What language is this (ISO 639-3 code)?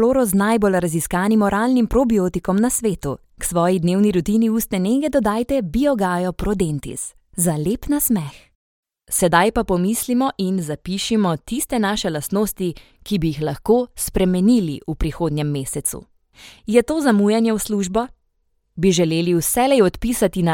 slv